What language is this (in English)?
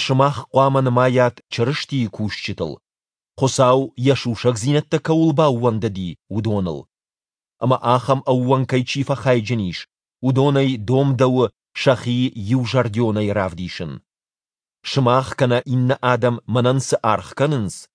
Ossetic